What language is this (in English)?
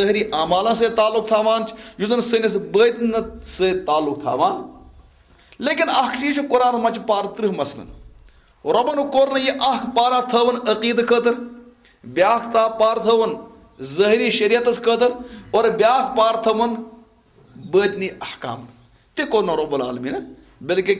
Kashmiri